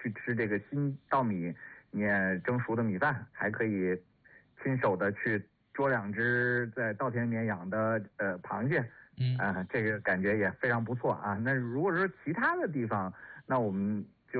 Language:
Chinese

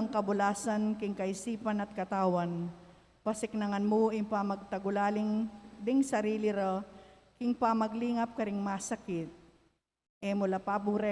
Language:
Pampanga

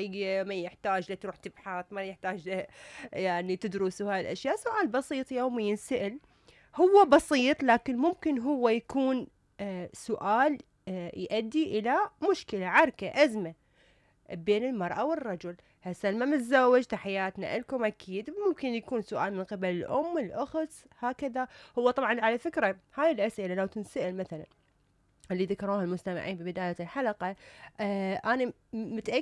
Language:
Mesopotamian Arabic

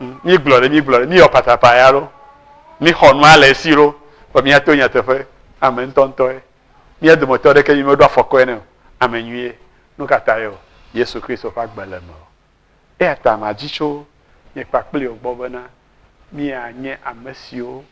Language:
Ewe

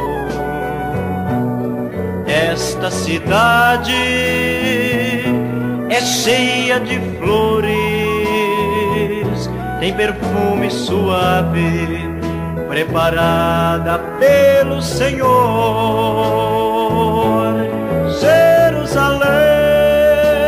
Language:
Portuguese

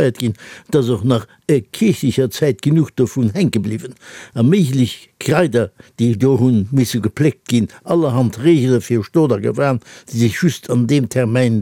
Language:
Luxembourgish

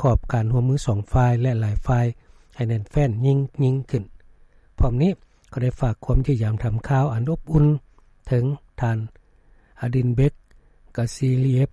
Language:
Lao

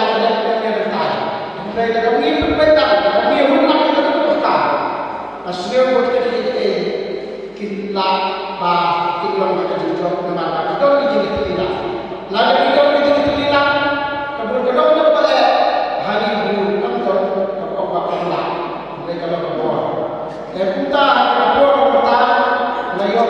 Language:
Khasi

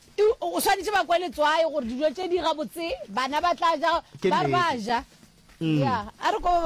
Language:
Northern Sotho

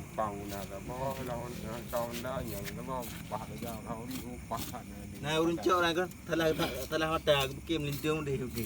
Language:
Achinese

